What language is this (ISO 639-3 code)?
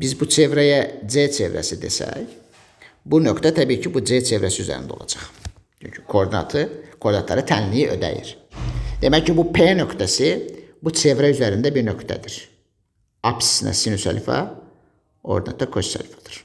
aze